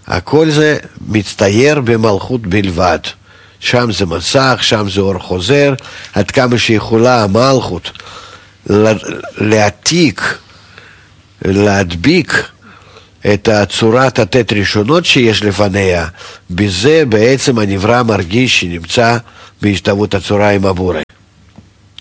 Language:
Hebrew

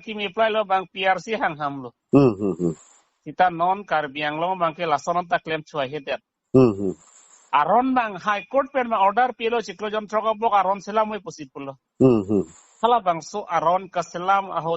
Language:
Karbi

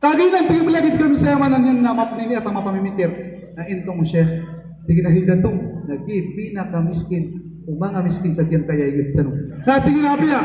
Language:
Maranao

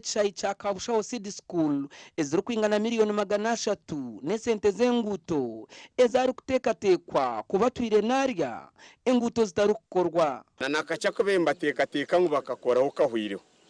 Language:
Nyankole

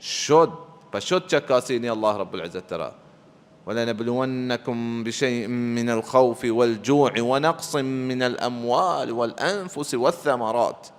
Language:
Baluchi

